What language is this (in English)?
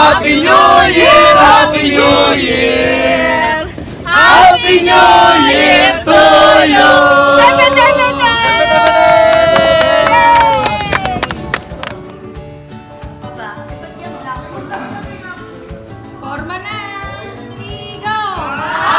Filipino